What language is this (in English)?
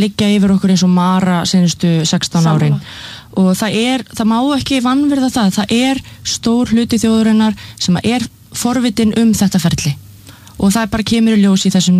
Icelandic